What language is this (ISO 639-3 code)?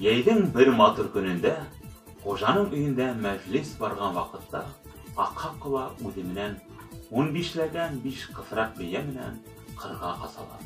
bak